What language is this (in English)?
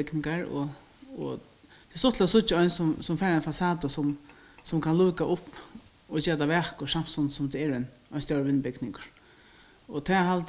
Faroese